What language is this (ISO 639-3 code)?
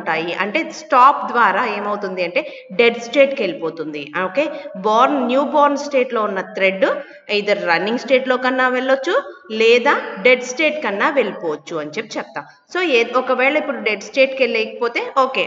tel